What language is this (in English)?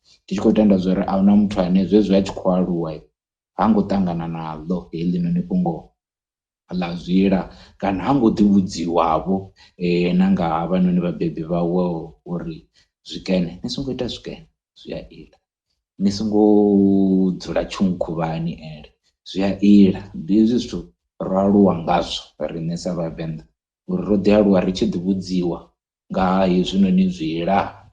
Venda